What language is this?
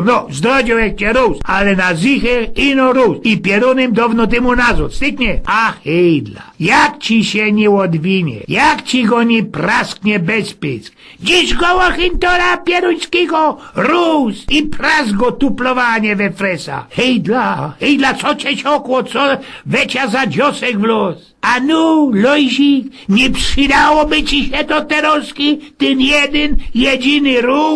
Silesian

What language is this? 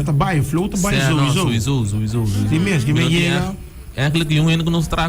Papiamento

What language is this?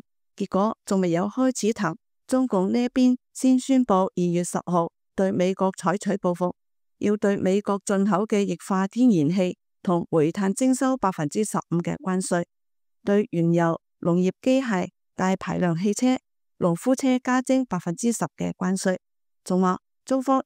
Cantonese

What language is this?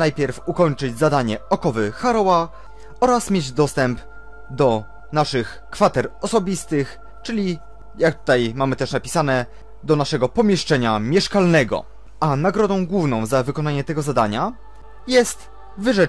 Polish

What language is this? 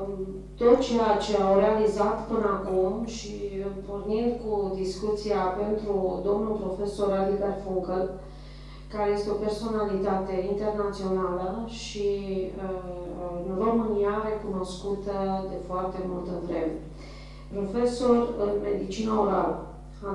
Romanian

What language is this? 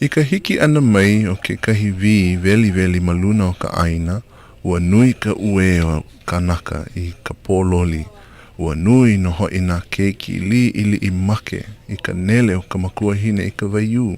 Hawaiian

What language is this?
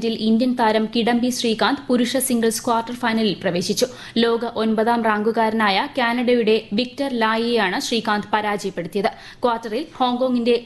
Malayalam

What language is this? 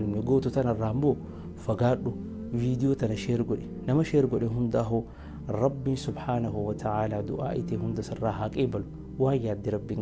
Oromo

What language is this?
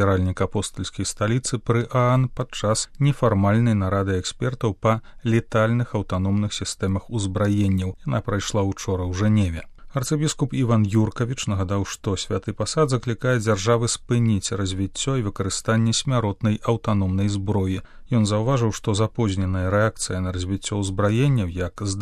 Belarusian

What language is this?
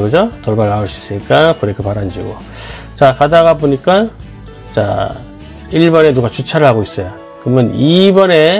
Korean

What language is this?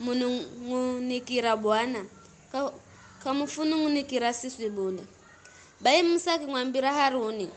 Giryama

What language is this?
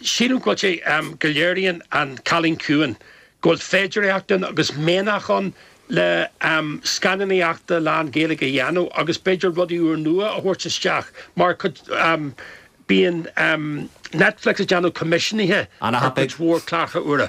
Irish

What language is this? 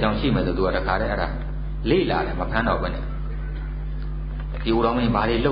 Burmese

